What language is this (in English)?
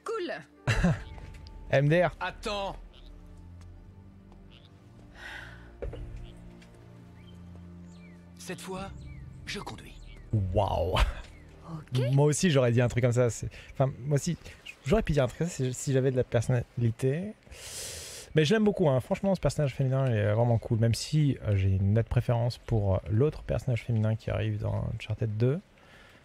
French